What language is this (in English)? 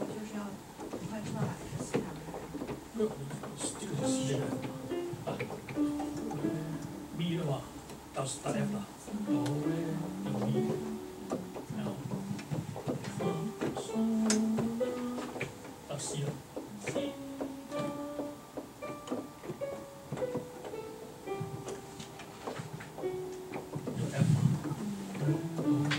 Chinese